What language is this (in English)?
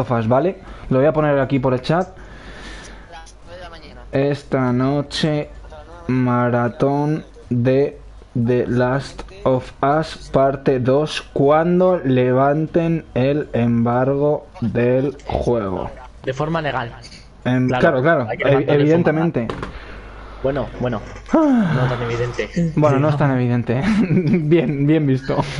Spanish